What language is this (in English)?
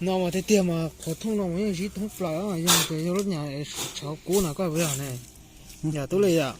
Hmong